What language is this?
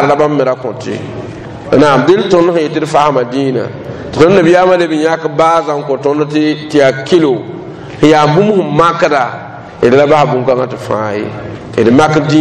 Mossi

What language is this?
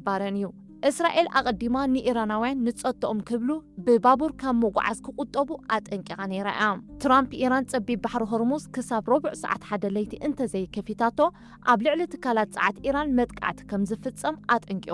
Tigrinya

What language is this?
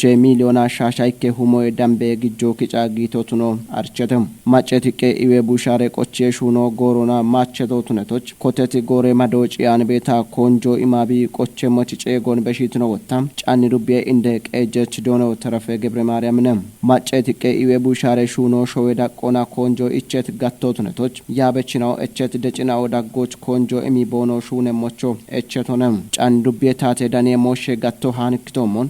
Kafa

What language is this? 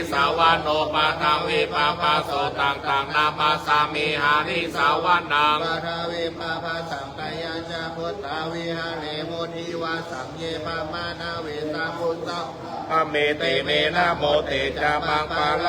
Pali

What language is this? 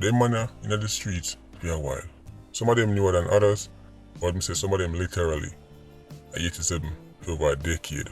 Jamaican Creole English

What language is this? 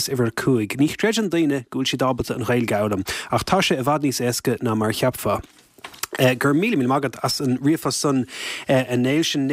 Irish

